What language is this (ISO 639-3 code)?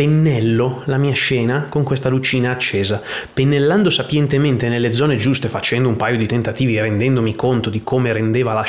ita